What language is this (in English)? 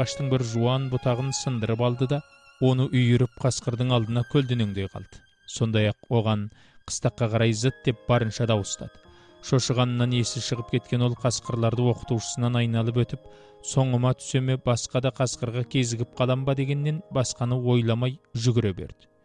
Kazakh